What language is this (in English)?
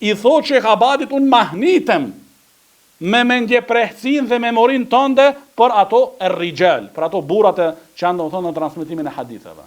Albanian